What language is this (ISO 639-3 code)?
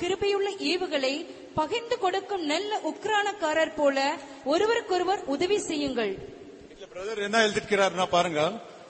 tam